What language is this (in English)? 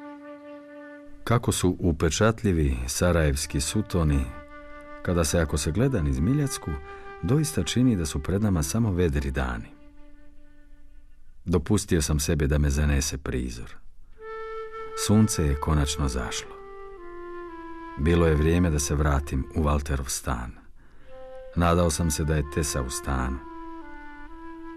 Croatian